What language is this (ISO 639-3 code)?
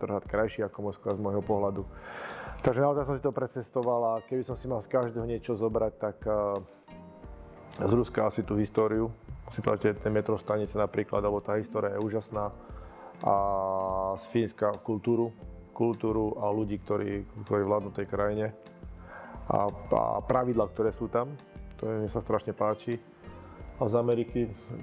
slk